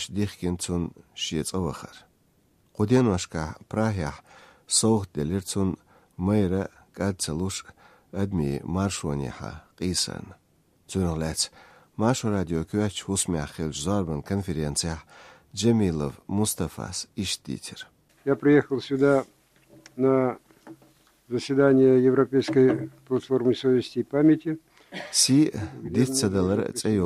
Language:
Chechen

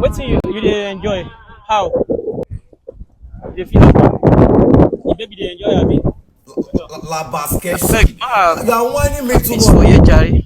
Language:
Nigerian Pidgin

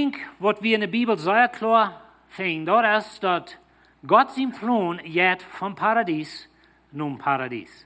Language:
Plautdietsch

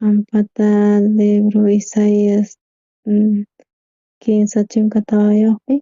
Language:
South Bolivian Quechua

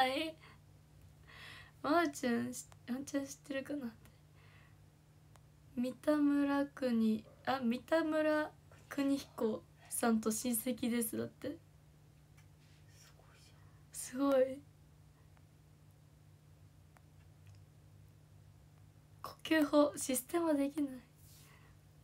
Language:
Japanese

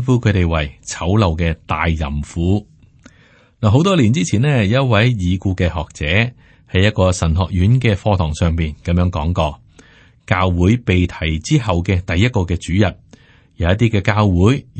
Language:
Cantonese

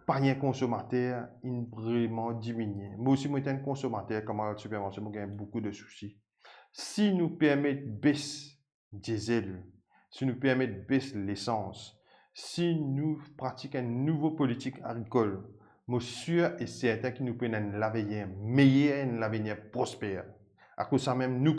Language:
Morisyen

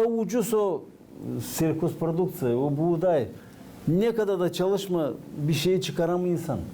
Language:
Gagauz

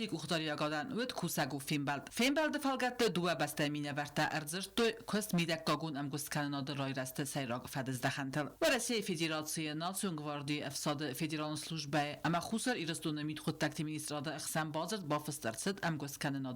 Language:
Ossetic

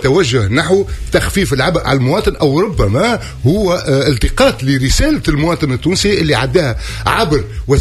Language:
Tunisian Arabic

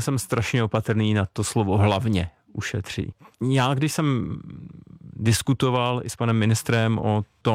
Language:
Czech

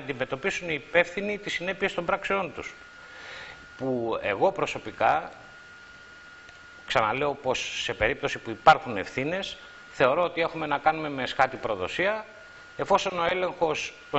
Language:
Greek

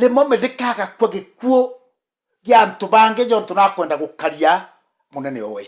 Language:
Meru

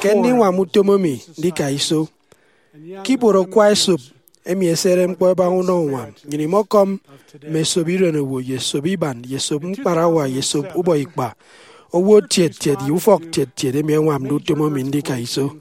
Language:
Efik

